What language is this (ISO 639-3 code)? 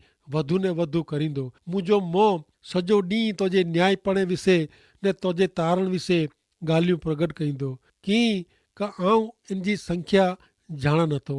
kfr